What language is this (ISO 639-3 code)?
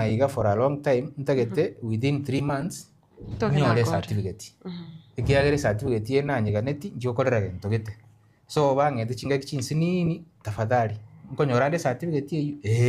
guz